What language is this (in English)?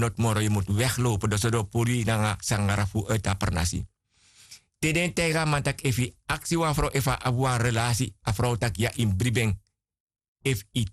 Sranan Tongo